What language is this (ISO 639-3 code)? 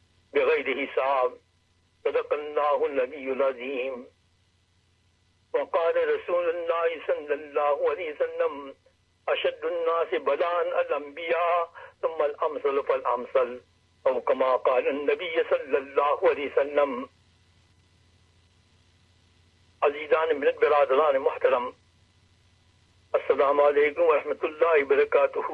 urd